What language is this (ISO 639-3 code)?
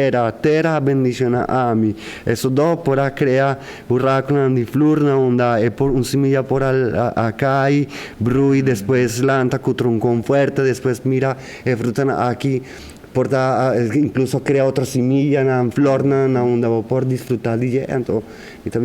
pap